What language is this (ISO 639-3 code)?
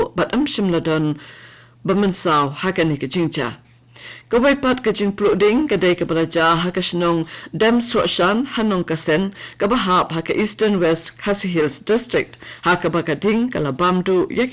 kha